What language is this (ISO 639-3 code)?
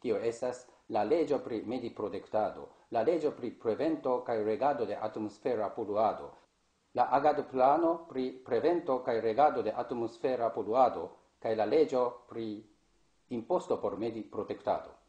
epo